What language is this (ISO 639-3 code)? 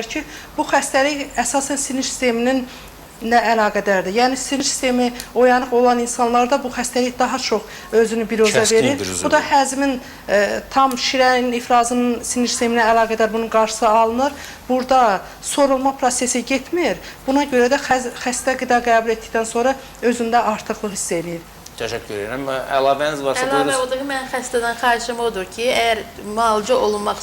aze